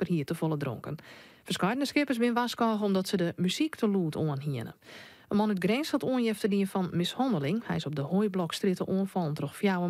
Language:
Western Frisian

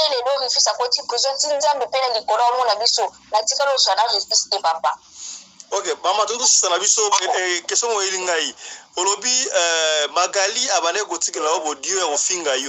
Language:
Lingala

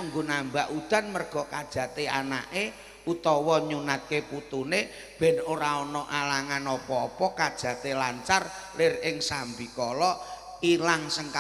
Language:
Javanese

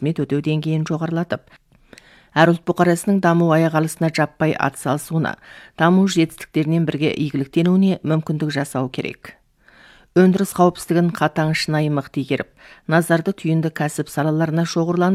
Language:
Kazakh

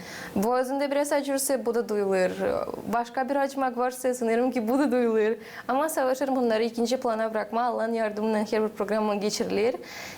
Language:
Gagauz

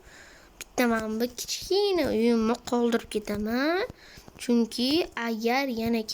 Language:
Uzbek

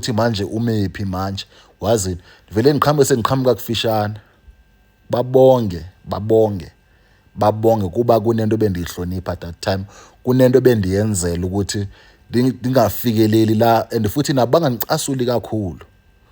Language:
Zulu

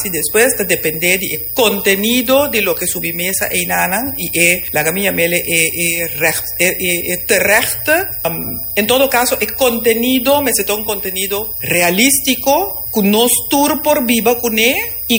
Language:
Papiamento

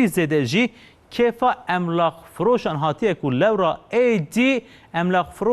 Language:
Kurdish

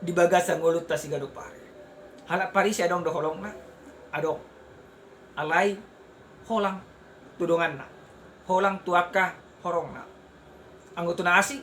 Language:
Batak Toba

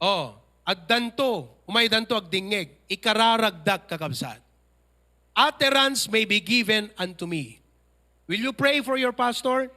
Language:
Iloko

